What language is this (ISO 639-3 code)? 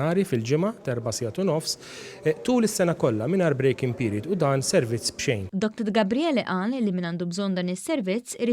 mlt